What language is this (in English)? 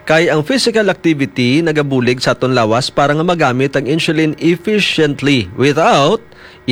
Hiligaynon